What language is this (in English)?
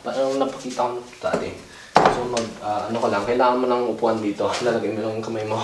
Filipino